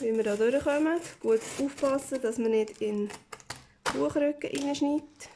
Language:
Swiss German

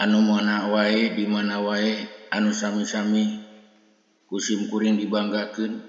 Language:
Sundanese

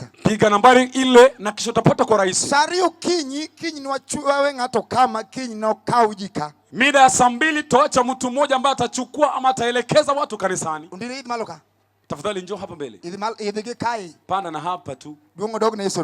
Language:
Luo (Kenya and Tanzania)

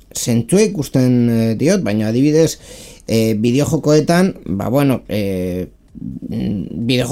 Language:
Basque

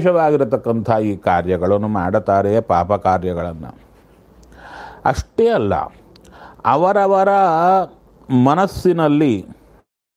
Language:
Kannada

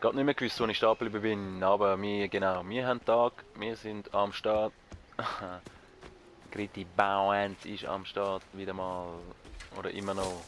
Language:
Swiss German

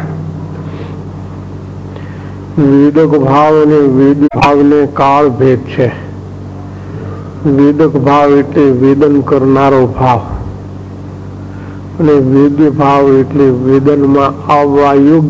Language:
Gujarati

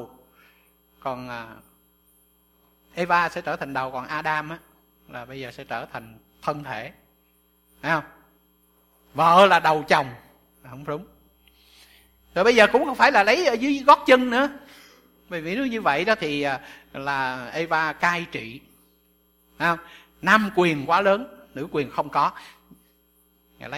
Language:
Vietnamese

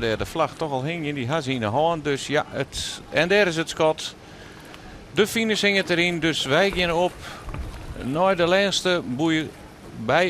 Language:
Western Frisian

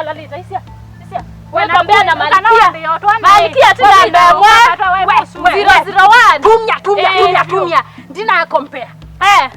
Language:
Kamba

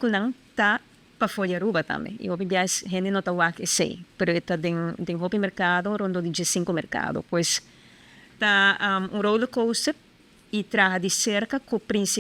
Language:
Papiamento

